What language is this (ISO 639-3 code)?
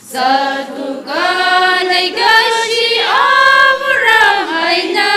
nmf